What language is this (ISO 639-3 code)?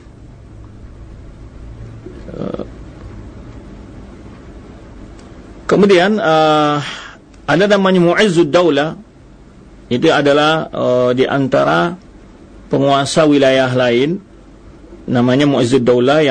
ind